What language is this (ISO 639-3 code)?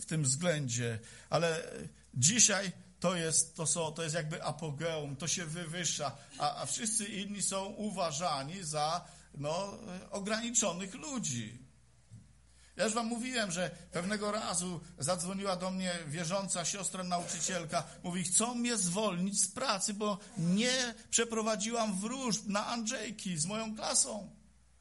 pol